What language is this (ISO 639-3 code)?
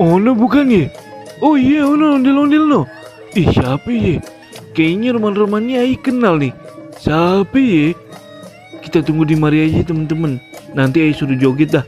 bew